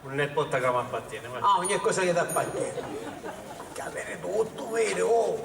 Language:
Sicilian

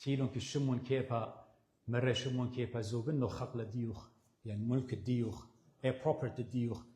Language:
Assyrian Neo-Aramaic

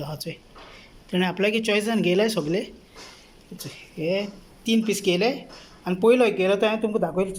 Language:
Konkani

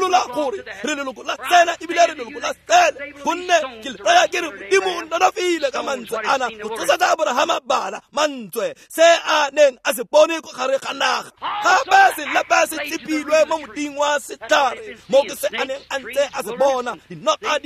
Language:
Tswana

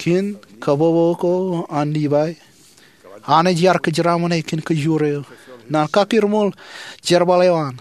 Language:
Marshallese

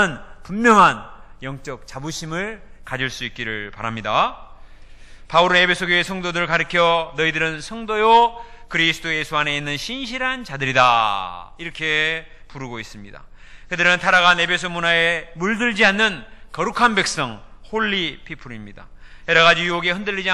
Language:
Korean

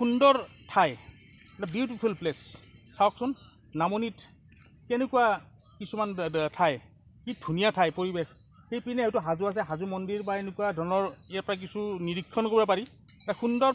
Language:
Assamese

